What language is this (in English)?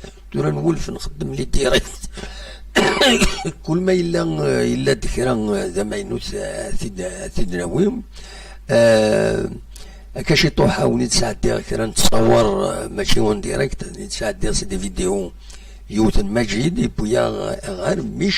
Kabyle